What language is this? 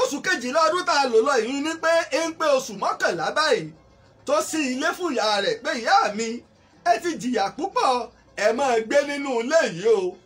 Yoruba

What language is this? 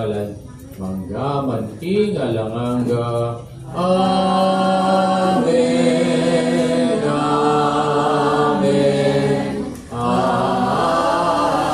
Pampanga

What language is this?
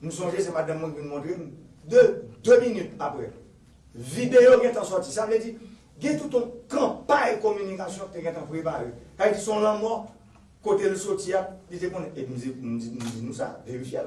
Haitian Creole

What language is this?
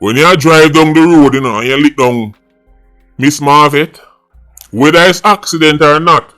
Jamaican Creole English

